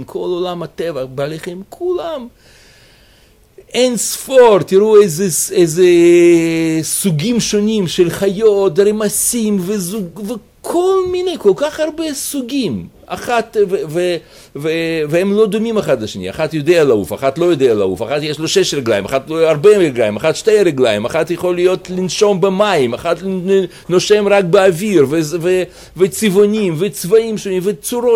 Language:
Hebrew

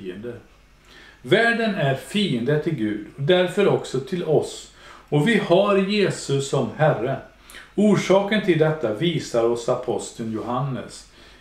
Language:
Swedish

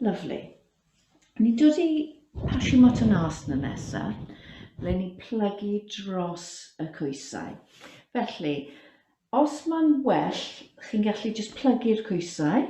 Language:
Welsh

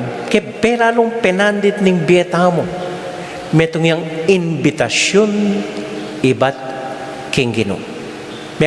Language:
Pampanga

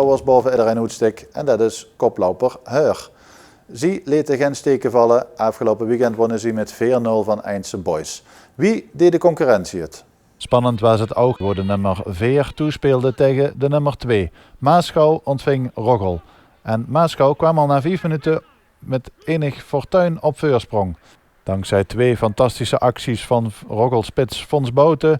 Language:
Limburgish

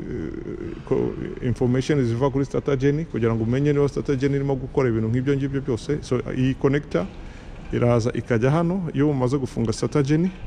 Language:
Kinyarwanda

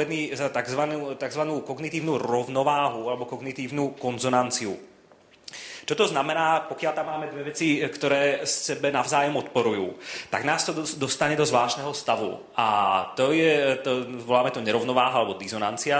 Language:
Slovak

